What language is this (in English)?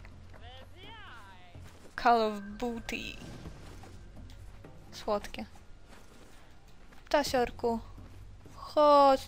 Polish